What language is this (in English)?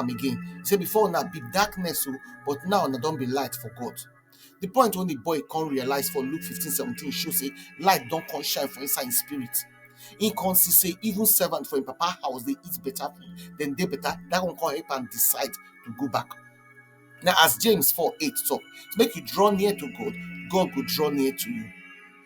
Nigerian Pidgin